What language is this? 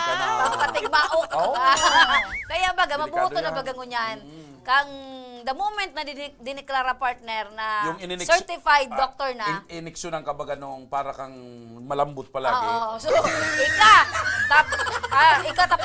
Bikol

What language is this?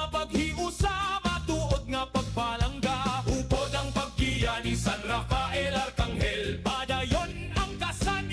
Hiligaynon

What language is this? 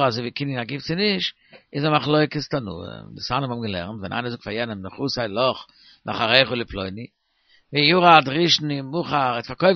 Yiddish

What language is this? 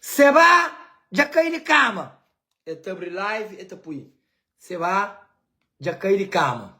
Kabuverdianu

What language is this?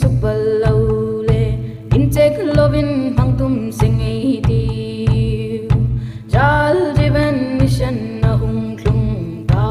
Hmar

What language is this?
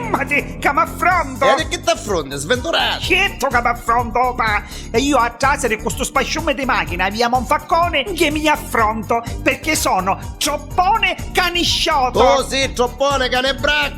Neapolitan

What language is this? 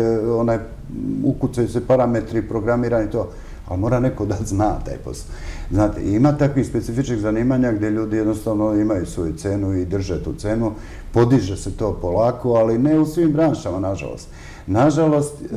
Serbian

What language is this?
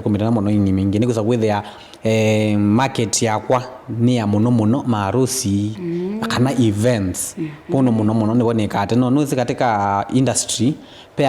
Kamba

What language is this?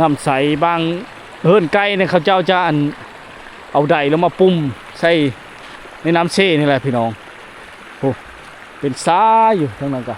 Lao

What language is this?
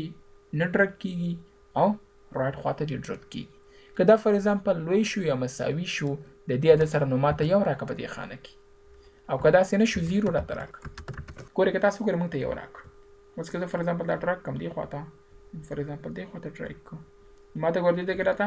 Pashto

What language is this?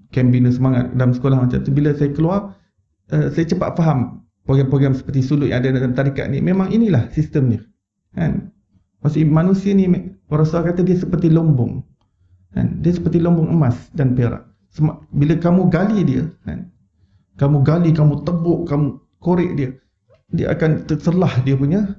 Malay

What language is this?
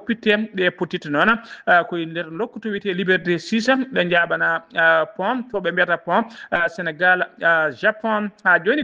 Fula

